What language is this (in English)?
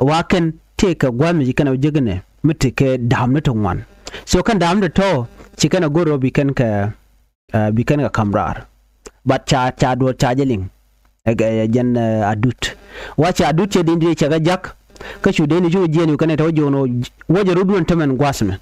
Nuer